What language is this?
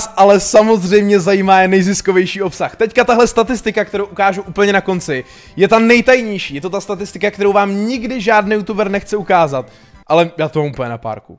Czech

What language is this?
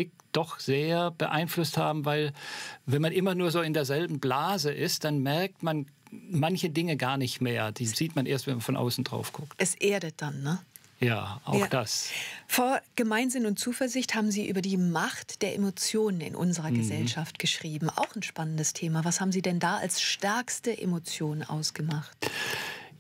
German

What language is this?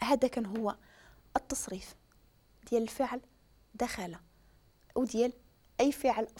Moroccan Arabic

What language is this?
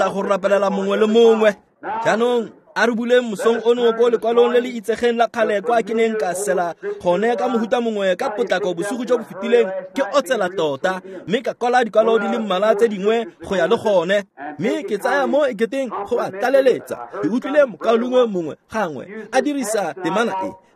Tswana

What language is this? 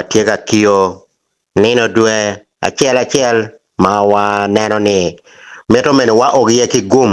Acoli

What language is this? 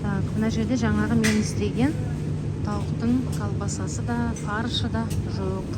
Kazakh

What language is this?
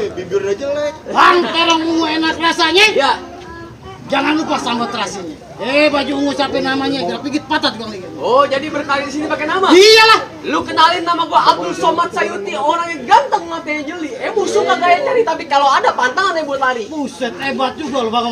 Betawi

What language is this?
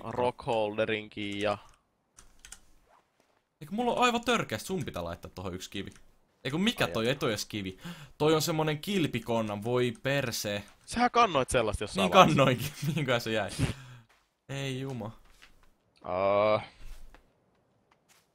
Finnish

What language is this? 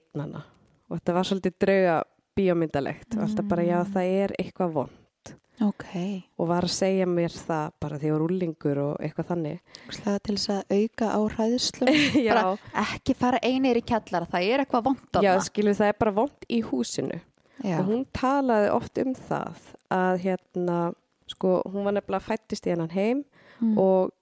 Icelandic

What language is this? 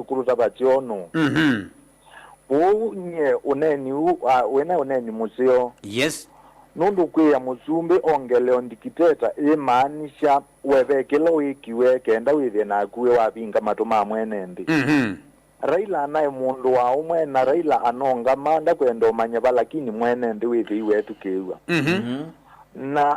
Kamba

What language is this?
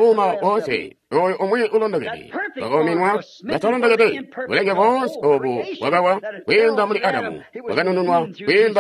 Tonga (Zambia)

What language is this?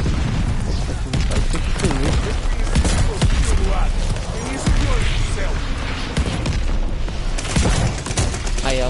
Portuguese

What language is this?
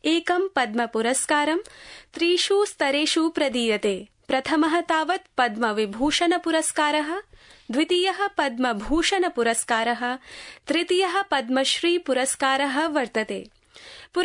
Sanskrit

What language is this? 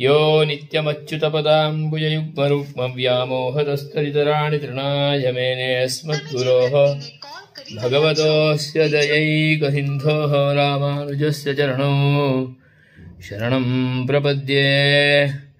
Sanskrit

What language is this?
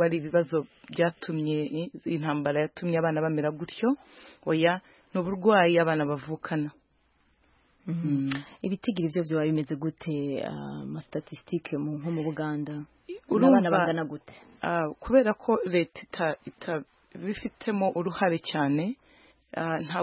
Kinyarwanda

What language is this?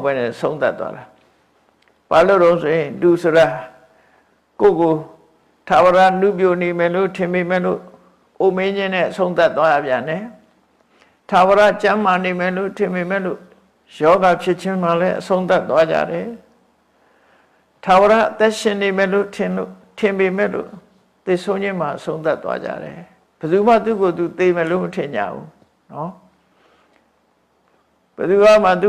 Burmese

